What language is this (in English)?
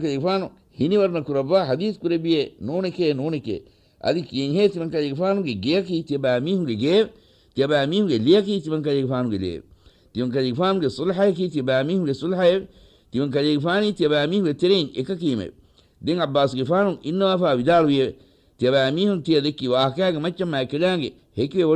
Divehi